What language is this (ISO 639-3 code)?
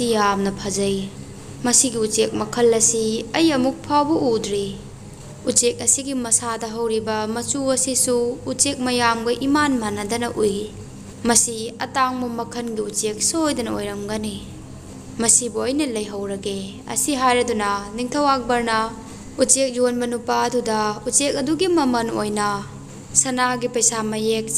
mni